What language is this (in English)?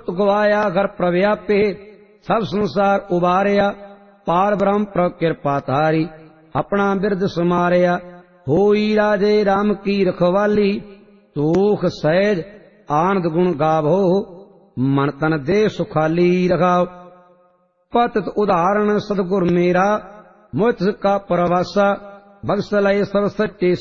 Punjabi